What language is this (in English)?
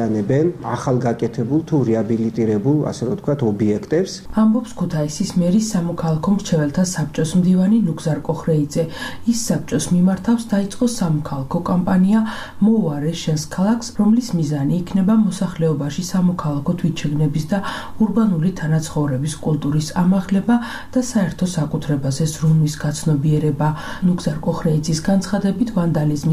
Georgian